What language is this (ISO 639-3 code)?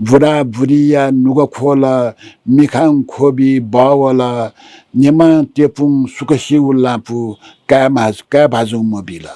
new